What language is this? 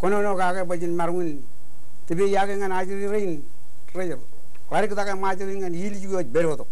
Marshallese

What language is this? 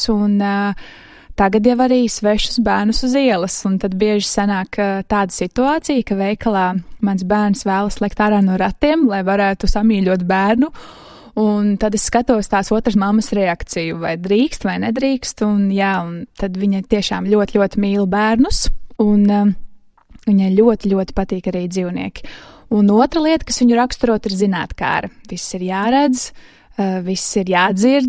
Latvian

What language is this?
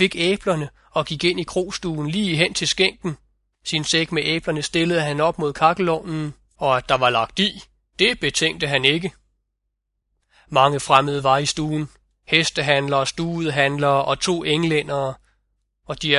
Danish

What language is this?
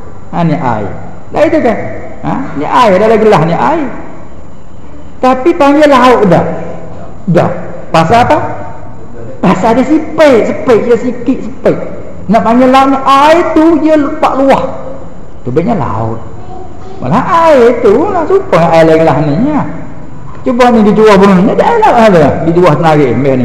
Malay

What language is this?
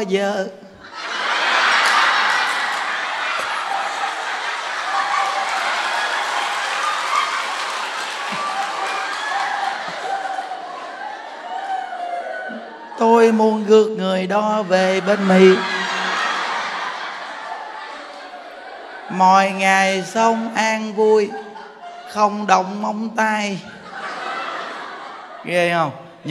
Vietnamese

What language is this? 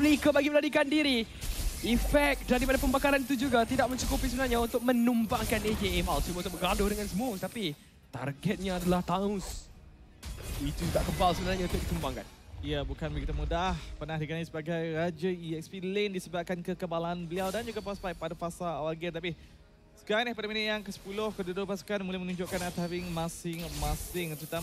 Malay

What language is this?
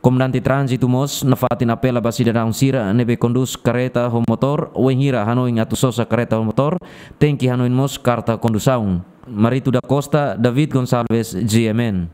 Tetum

